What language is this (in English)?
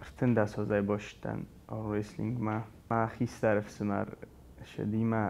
Ossetic